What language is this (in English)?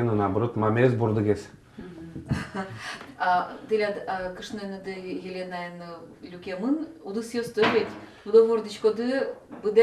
Udmurt